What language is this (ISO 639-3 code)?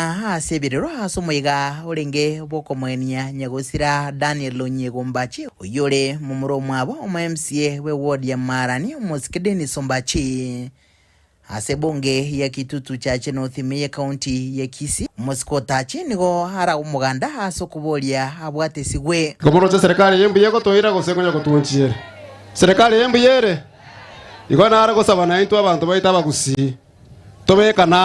guz